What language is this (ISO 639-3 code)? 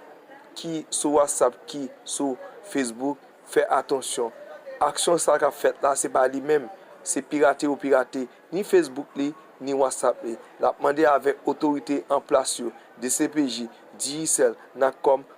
hat